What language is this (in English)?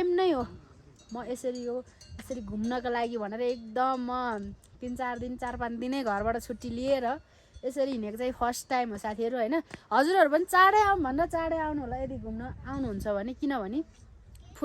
Nepali